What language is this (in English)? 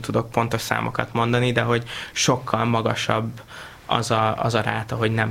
Hungarian